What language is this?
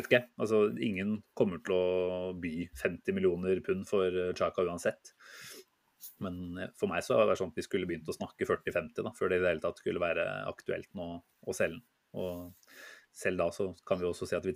Norwegian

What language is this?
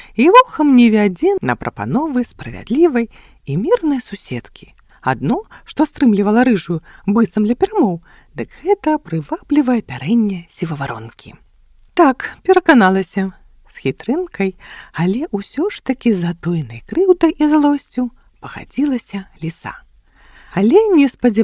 Belarusian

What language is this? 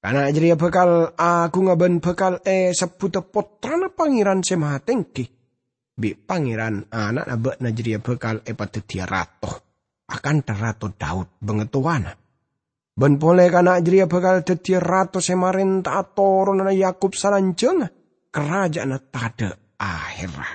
Madurese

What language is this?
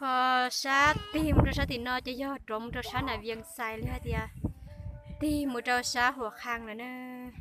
Hmong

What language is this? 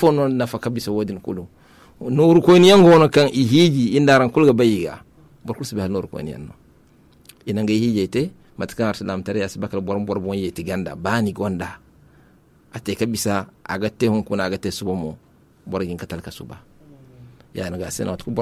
Zarma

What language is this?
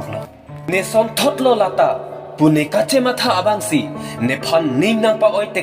Karbi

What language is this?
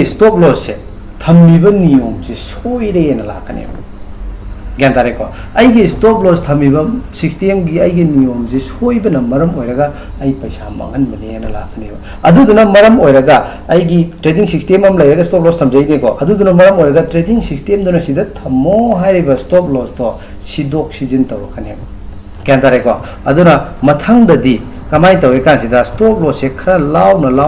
Manipuri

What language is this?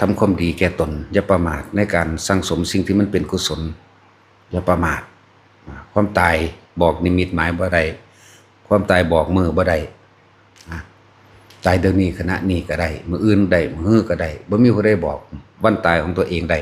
Northeastern Thai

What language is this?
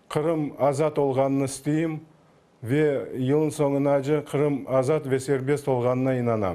Crimean Tatar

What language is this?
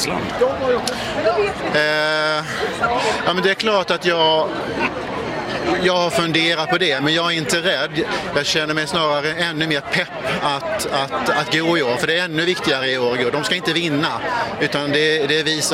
Swedish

